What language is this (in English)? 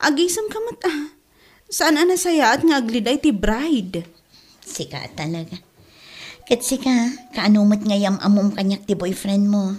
Iloko